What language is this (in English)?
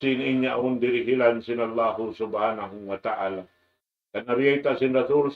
Tausug